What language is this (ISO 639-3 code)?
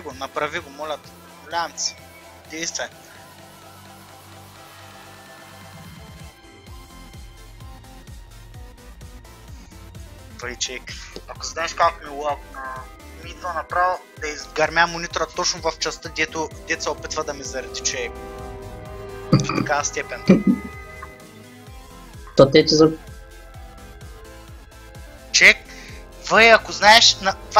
bul